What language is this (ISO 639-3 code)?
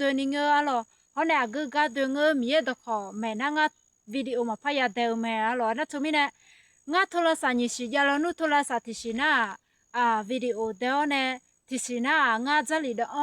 ahk